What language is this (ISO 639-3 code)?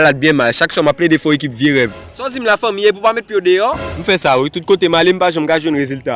hat